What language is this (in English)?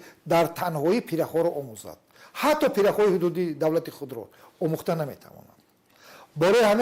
Tajik